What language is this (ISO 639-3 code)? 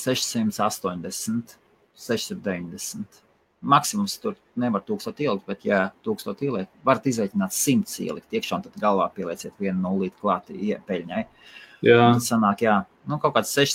lav